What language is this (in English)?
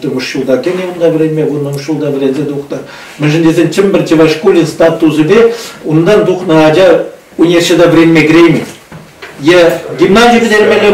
Chuvash